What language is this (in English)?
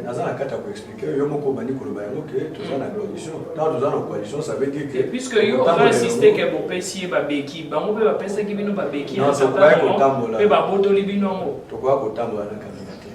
Lingala